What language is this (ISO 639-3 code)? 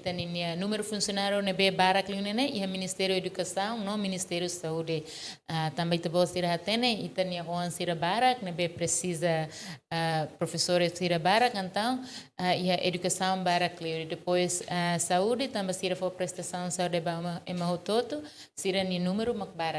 tet